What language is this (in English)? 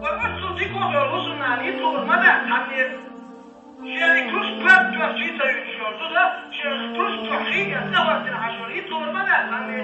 Chechen